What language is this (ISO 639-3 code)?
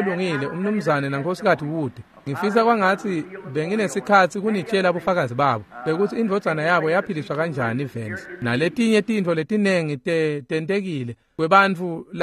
ssw